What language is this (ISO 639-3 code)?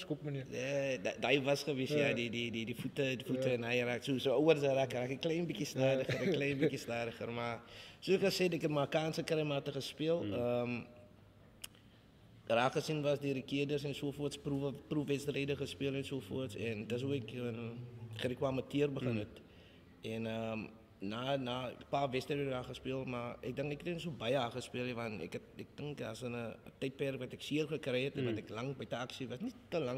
afr